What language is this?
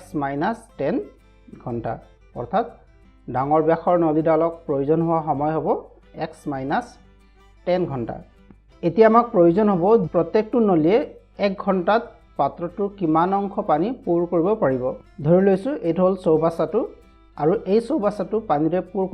Assamese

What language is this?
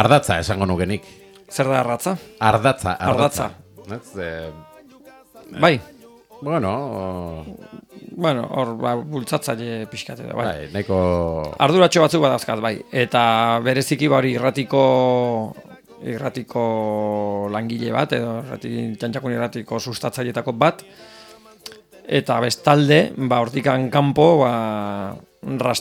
Basque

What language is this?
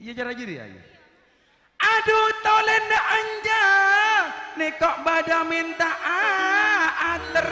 Madurese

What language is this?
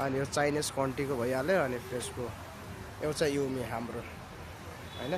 Nepali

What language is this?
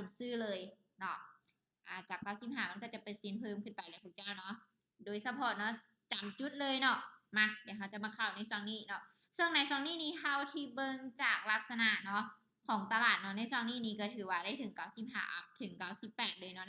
Lao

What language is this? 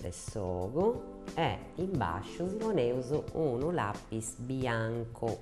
Sardinian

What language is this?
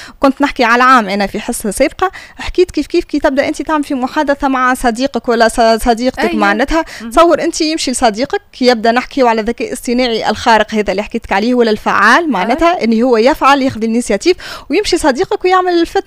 Tunisian Arabic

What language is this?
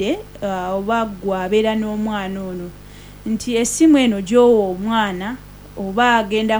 Ganda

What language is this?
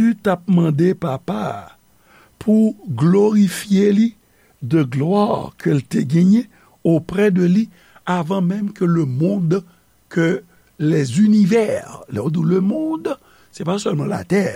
Haitian Creole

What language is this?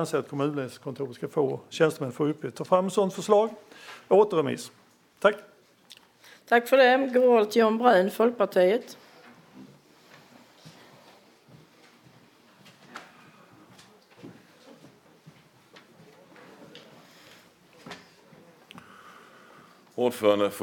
Swedish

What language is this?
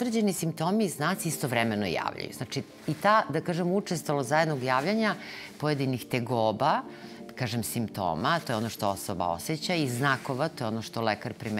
Serbian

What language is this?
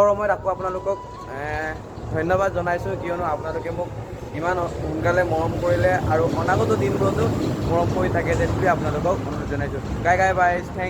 Assamese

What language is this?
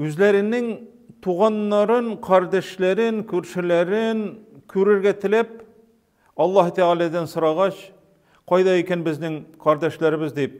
Tatar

